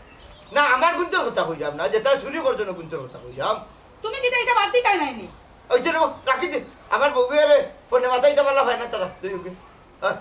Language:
Sylheti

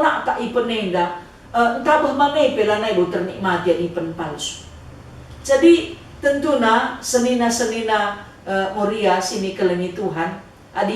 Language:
Batak Karo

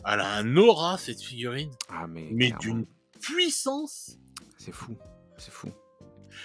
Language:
French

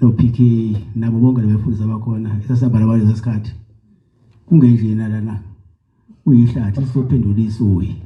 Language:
Zulu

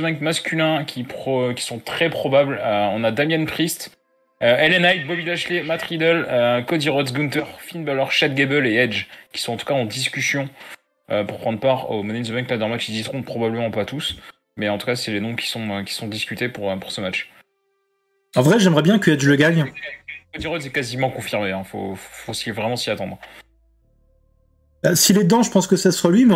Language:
French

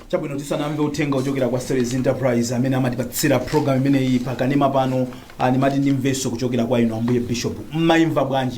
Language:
Nyanja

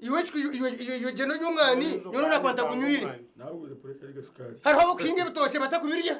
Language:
Nyankole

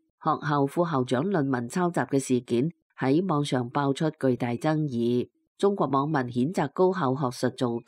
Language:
Cantonese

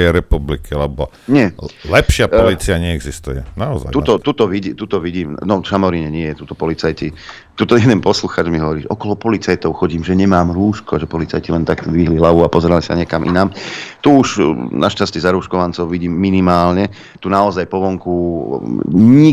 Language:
Slovak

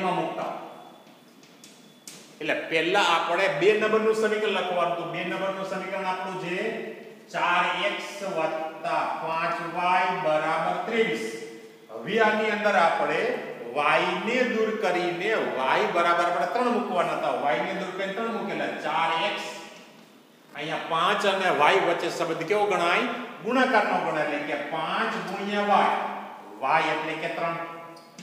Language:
Gujarati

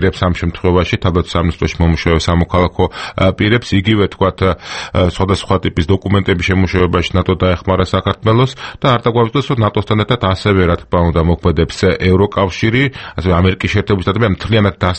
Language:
Georgian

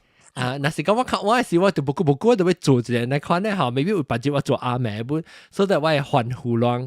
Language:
Min Nan Chinese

